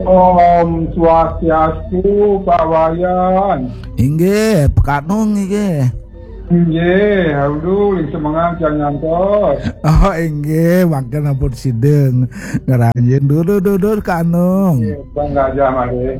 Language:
Balinese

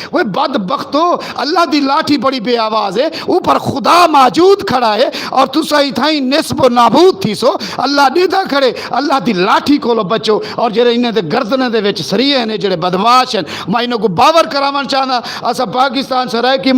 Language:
Saraiki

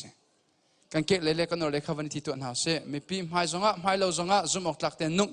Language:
Hakha Chin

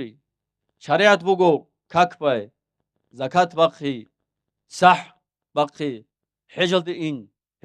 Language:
Avaric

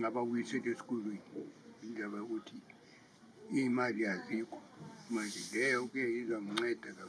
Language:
Zulu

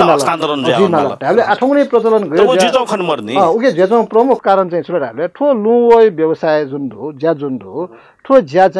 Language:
Newari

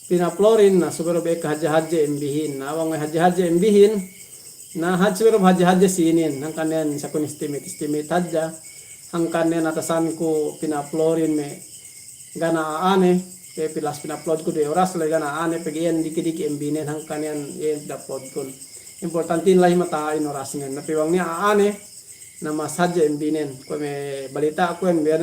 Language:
Yakan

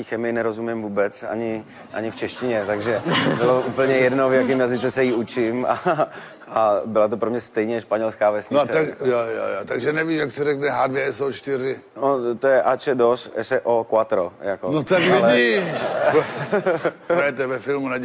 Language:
Czech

